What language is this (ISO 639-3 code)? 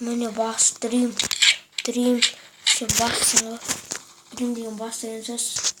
kaz